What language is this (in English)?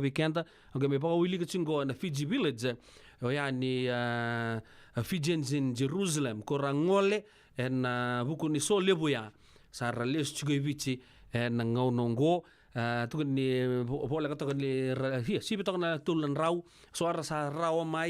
Fijian